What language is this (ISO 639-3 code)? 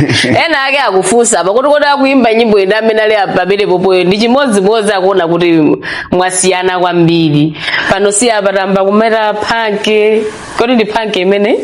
nya